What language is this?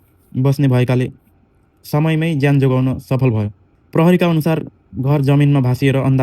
Nepali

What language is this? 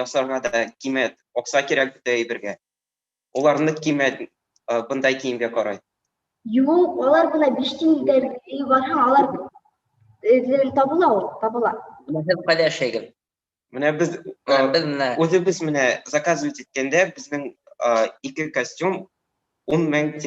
Bashkir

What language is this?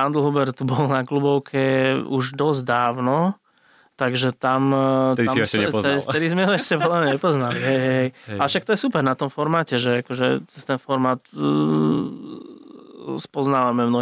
Slovak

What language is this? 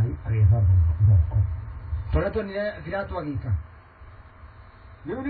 Kikuyu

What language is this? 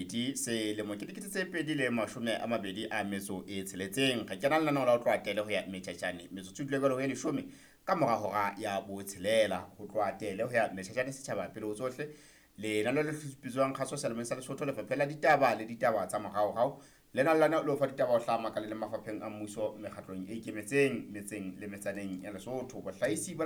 Southern Sotho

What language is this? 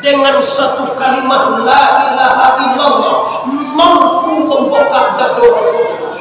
Minangkabau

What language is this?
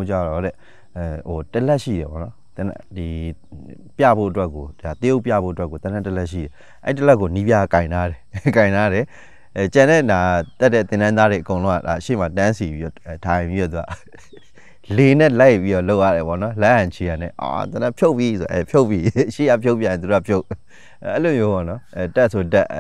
Burmese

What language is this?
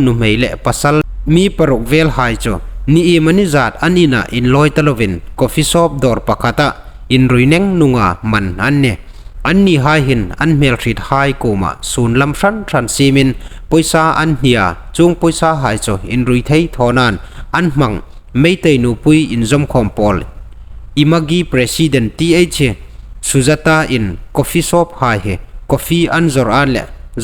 Hmar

